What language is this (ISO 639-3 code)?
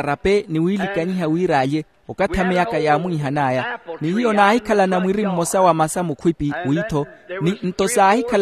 vmw